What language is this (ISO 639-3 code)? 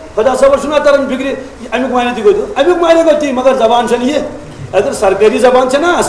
kas